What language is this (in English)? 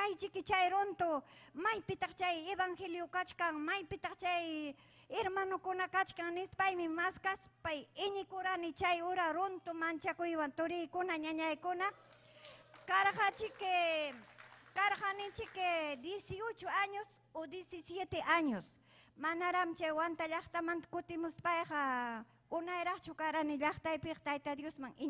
Ayacucho Quechua